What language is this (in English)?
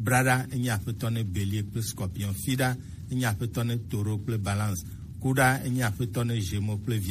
Gen